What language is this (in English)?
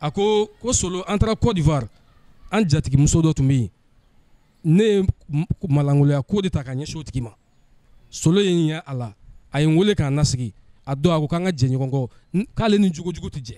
Bambara